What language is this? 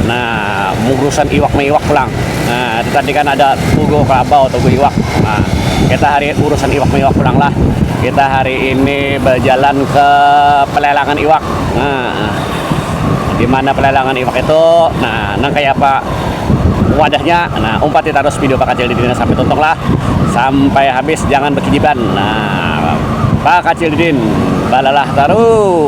Banjar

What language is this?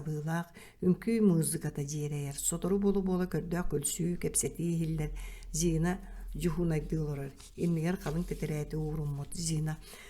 Yakut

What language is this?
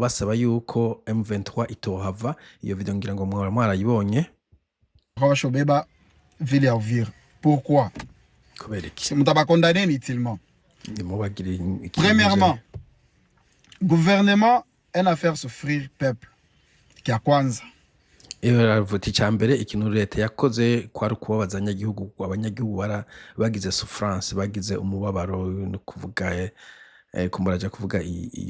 Rundi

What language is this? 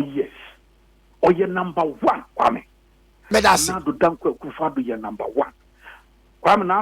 Akan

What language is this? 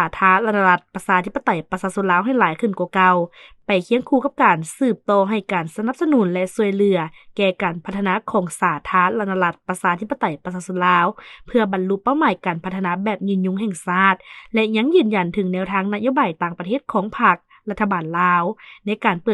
Lao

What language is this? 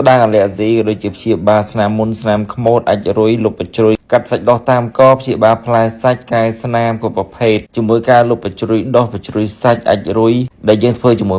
Khmer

